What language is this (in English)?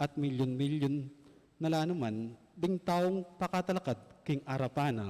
Pampanga